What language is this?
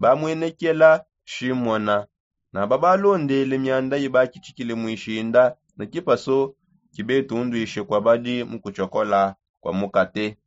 Songe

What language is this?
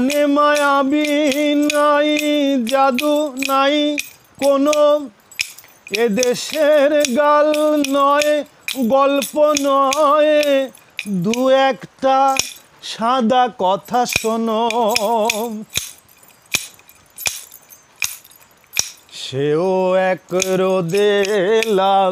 Bangla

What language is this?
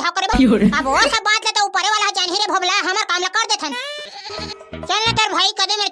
Chhattisgarhi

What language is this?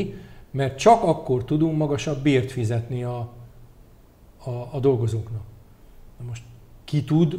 Hungarian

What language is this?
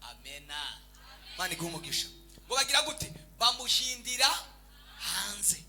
Rundi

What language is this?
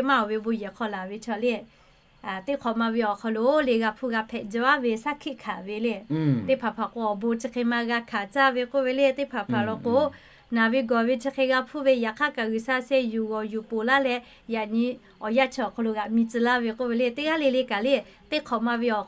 Lahu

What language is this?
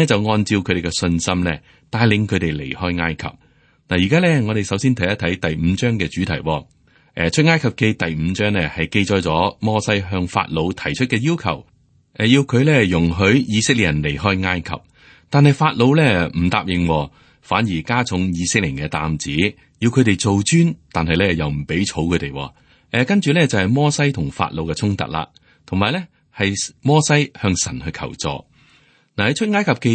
Cantonese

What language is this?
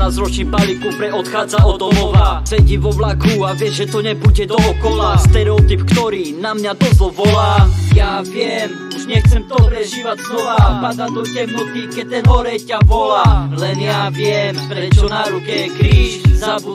Slovak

